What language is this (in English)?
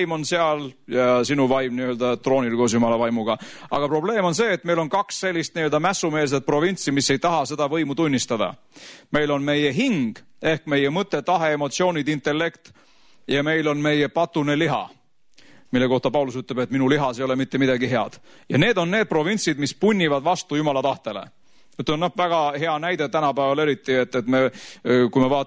Estonian